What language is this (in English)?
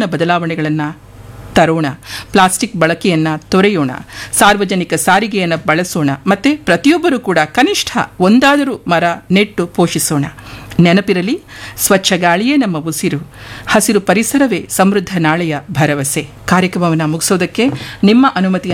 Kannada